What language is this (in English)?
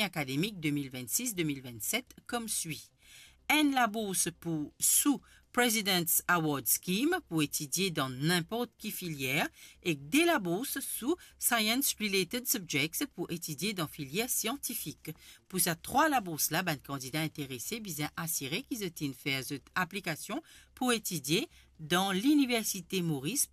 Morisyen